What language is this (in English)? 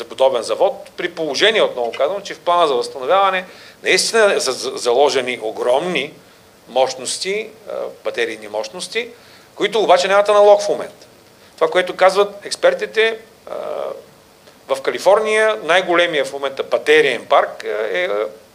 Bulgarian